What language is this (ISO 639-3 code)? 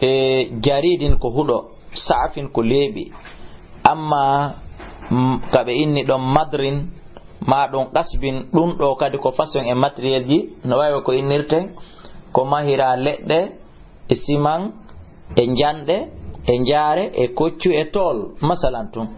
ful